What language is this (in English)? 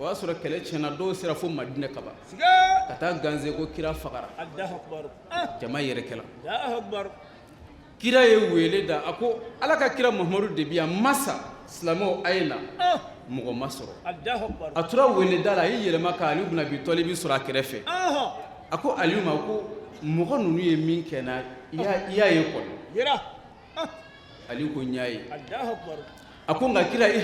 Bambara